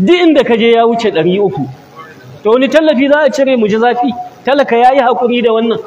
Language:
Hausa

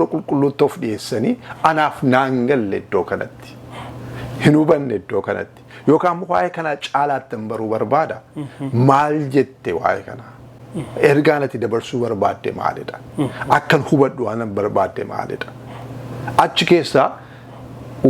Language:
Oromo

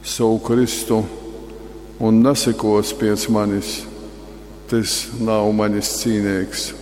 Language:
Latgalian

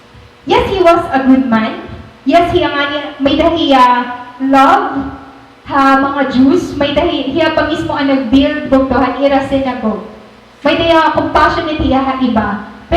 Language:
Waray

